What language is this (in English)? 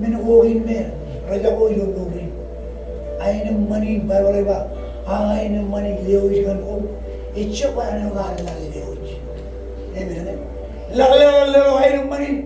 Marshallese